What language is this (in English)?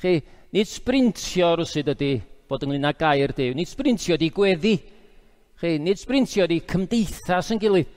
Welsh